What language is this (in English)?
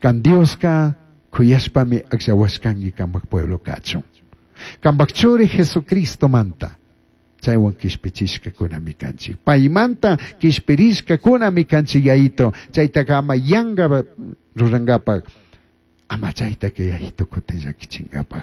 Chimborazo Highland Quichua